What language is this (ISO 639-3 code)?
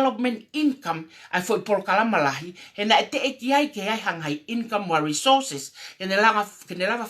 ton